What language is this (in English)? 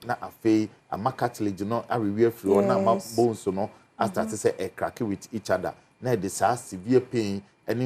Akan